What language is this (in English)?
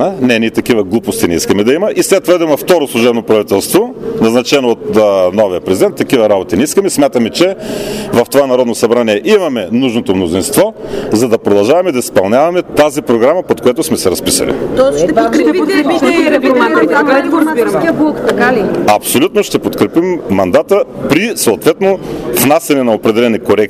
Bulgarian